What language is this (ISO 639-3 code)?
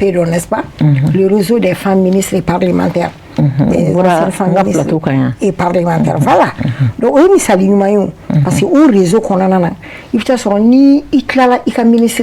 bam